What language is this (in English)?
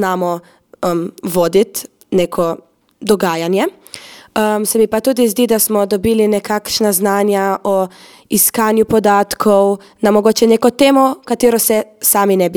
Slovenian